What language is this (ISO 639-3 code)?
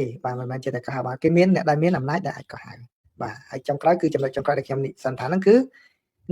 khm